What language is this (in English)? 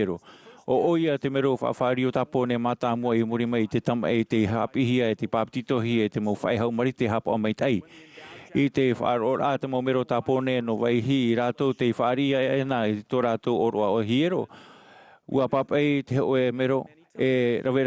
Tahitian